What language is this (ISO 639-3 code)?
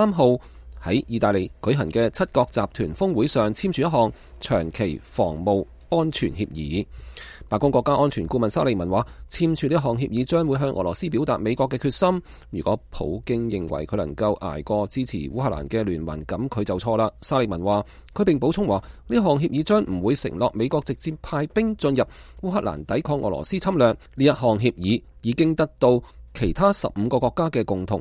yue